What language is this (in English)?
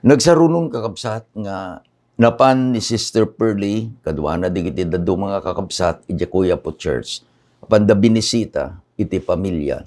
Iloko